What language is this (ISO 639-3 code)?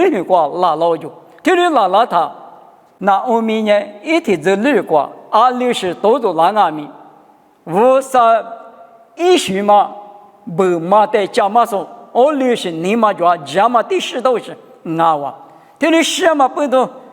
lis